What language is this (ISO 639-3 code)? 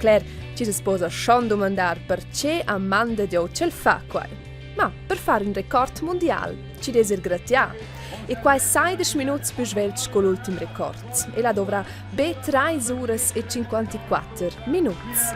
roh